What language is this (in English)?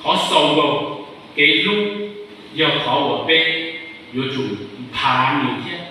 Hmong